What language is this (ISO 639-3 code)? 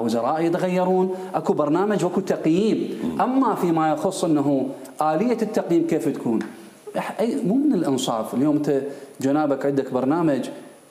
acm